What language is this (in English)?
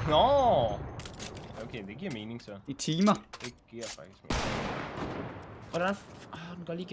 Danish